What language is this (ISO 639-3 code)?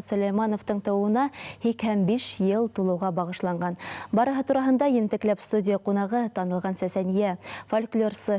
bak